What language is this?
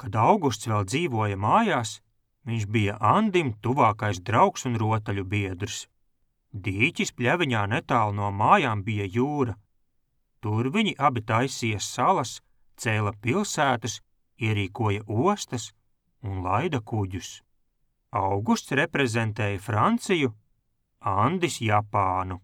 Latvian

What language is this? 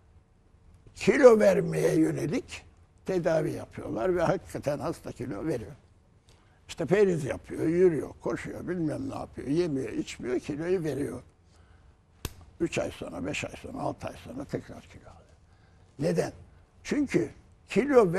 Turkish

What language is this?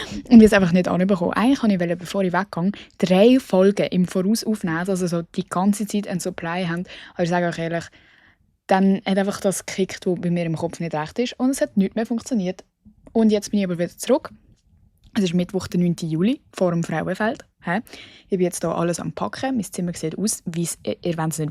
Swiss German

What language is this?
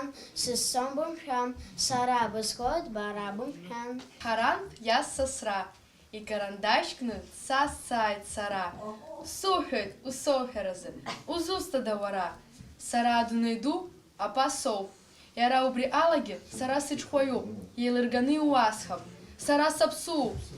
Abkhazian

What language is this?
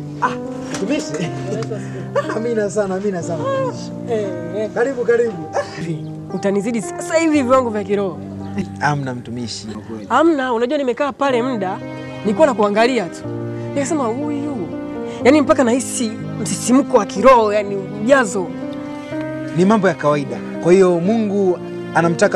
Swahili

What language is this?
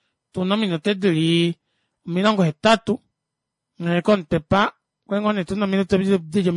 Kuanyama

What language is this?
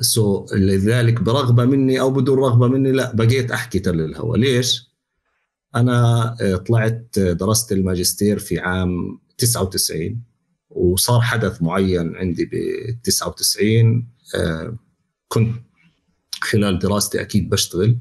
North Levantine Arabic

